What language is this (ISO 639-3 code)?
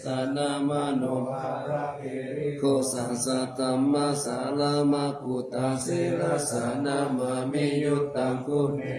pli